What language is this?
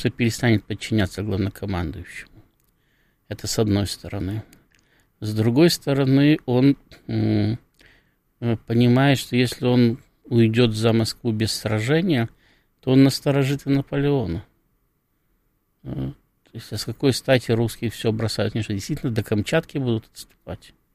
Russian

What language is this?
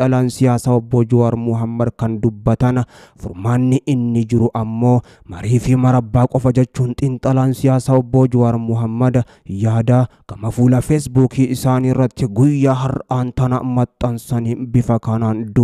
Oromo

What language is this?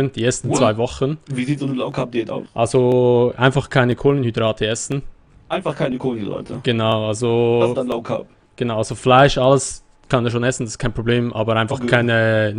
Swiss German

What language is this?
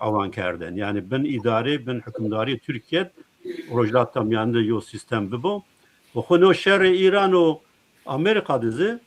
Zaza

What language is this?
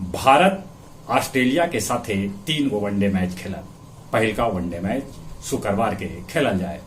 Magahi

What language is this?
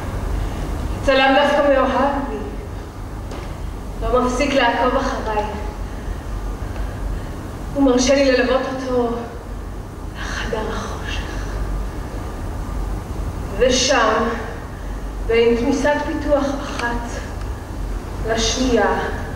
Hebrew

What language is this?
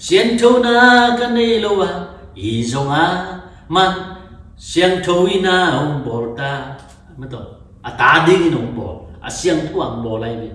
Tedim Chin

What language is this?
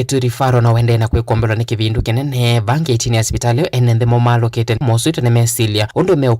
Kamba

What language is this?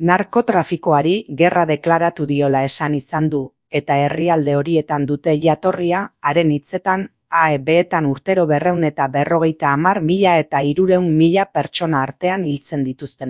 Basque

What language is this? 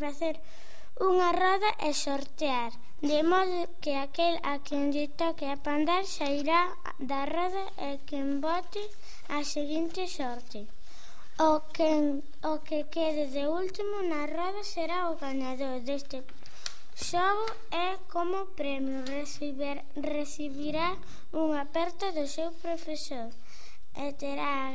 Galician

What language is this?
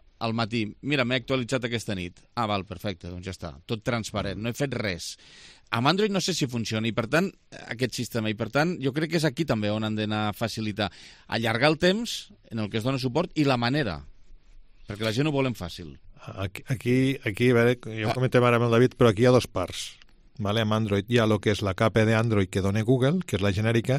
Catalan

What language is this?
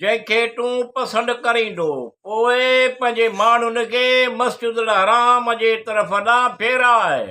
Sindhi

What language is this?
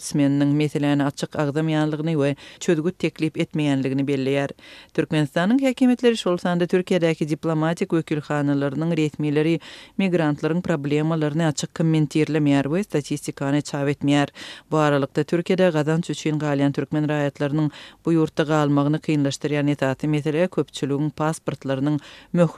Turkmen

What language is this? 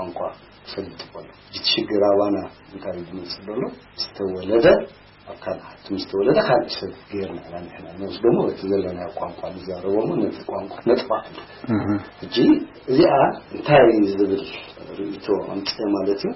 Tigrinya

